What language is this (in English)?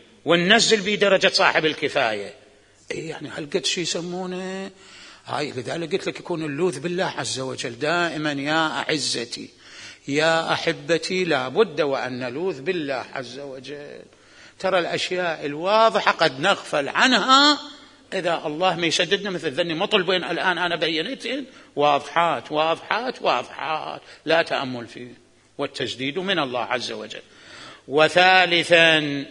Mesopotamian Arabic